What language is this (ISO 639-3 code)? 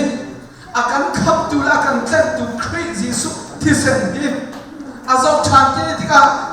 cnh